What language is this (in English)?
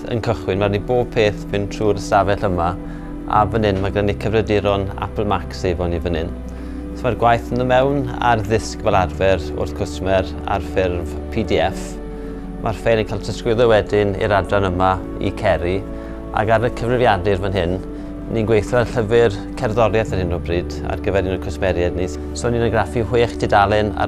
Welsh